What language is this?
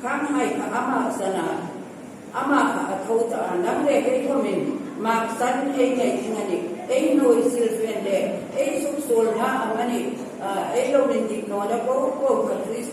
Hmar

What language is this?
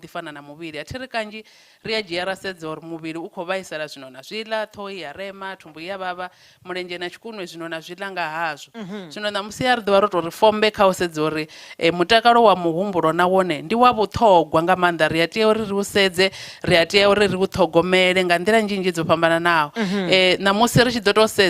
Venda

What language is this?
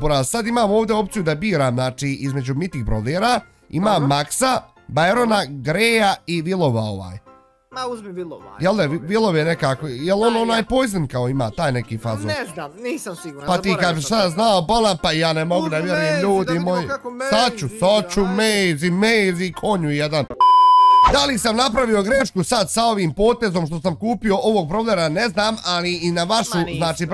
Bosnian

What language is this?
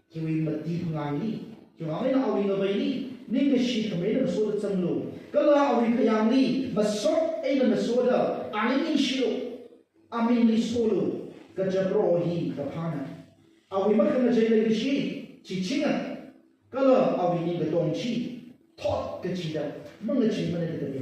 Tangkhul Naga (India)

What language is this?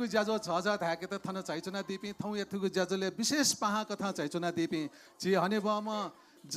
Newari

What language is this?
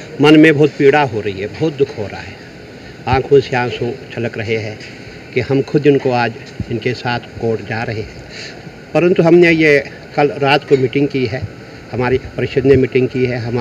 Hindi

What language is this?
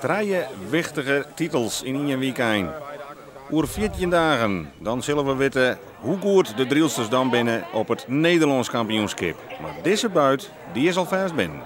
Western Frisian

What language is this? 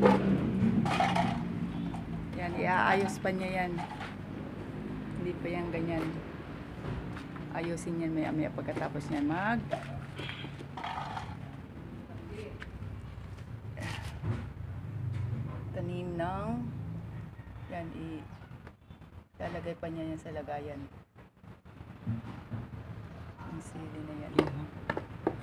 Filipino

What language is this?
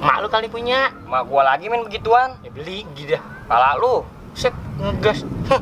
Betawi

